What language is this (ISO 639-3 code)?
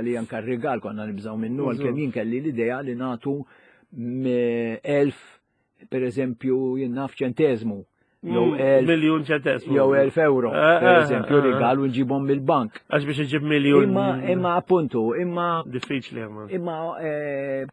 mlt